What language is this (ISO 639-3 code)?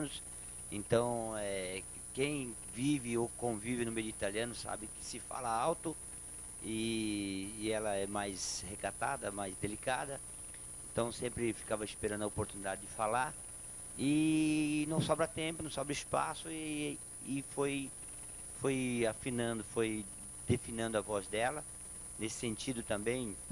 por